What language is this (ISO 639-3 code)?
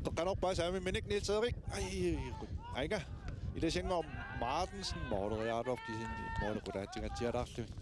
kal